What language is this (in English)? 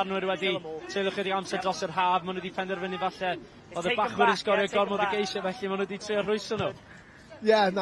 Welsh